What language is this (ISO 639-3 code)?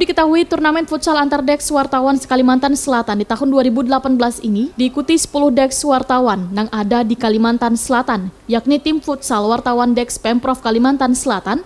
bjn